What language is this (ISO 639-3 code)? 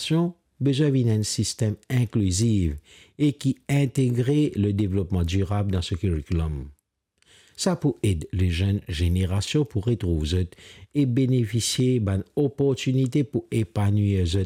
mfe